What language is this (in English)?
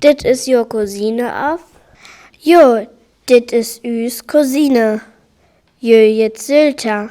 Northern Frisian